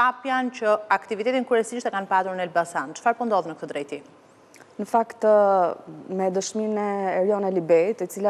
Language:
Albanian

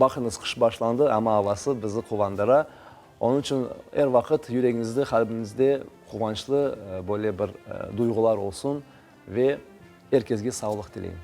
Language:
Crimean Tatar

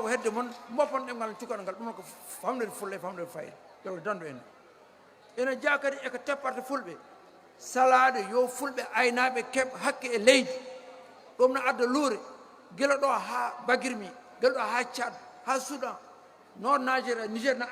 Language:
Fula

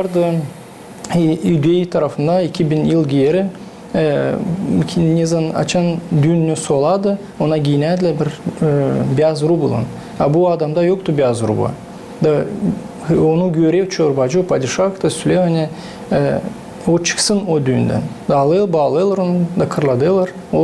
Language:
Gagauz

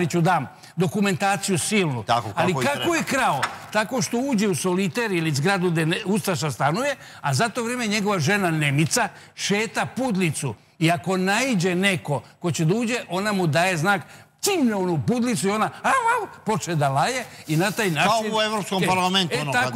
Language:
Serbian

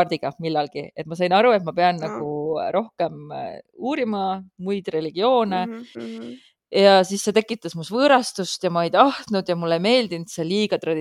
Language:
Estonian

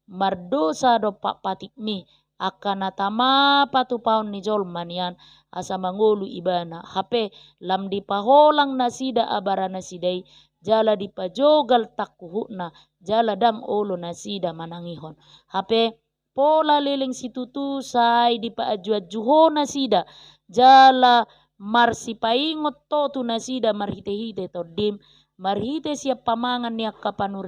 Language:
Batak Toba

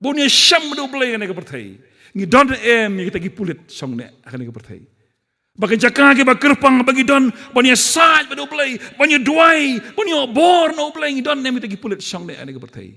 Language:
Khasi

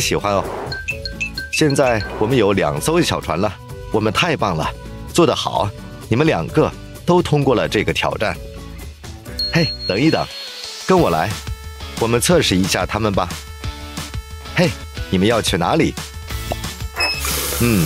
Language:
Chinese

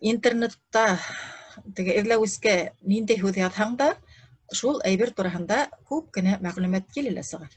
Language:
Bashkir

